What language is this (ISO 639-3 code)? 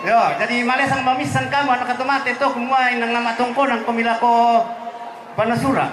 sda